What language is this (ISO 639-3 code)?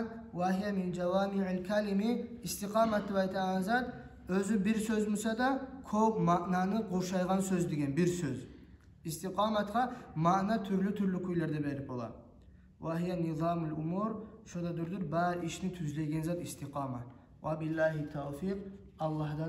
kum